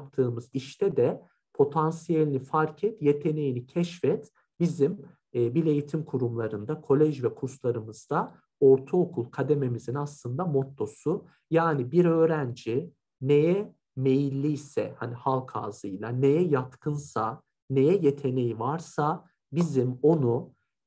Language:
Turkish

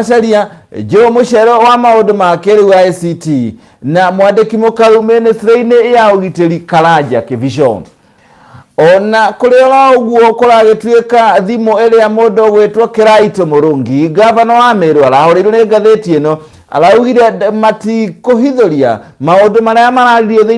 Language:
Kikuyu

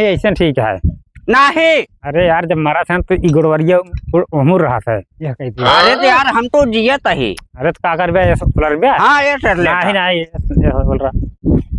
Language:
Awadhi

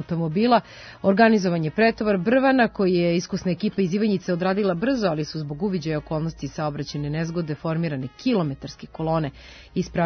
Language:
Serbian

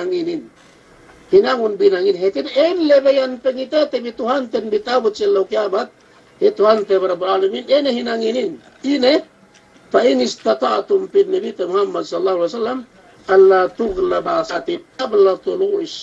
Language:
Yakan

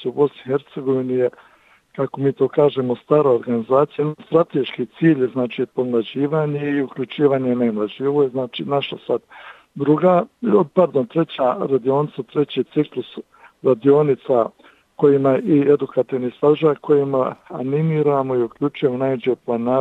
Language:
Bosnian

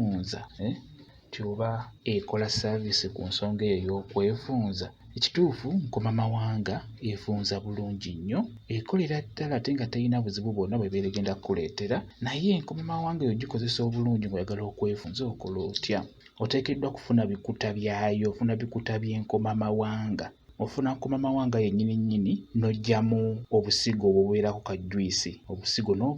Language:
Ganda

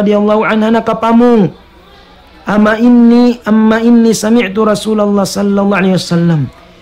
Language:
Tausug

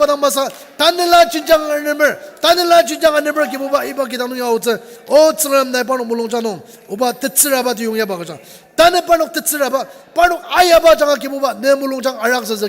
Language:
Ao Naga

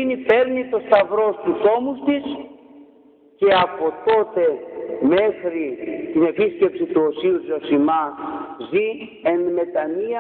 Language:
Greek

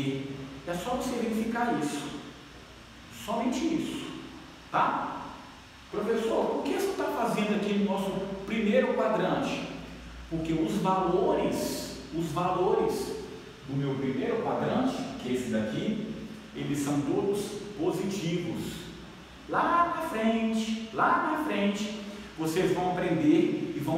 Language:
Portuguese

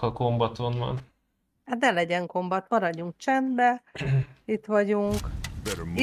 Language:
Hungarian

